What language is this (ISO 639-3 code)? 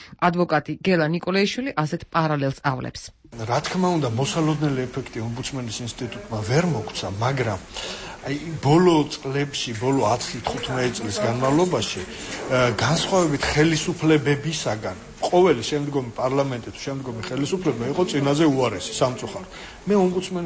kat